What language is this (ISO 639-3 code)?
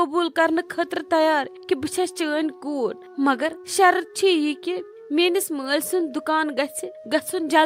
kas